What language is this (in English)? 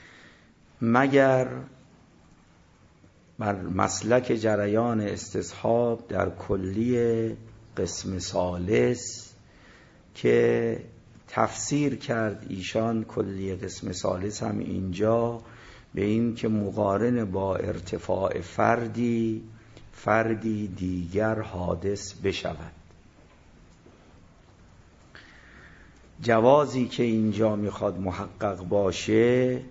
Persian